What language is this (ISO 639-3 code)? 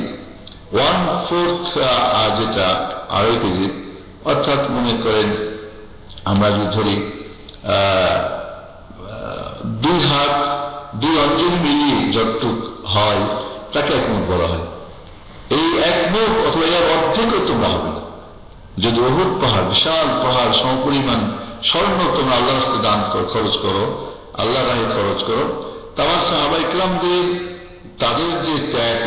ben